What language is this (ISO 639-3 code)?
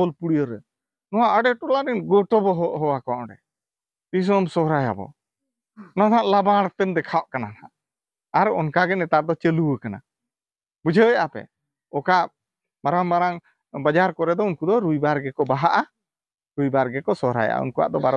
sat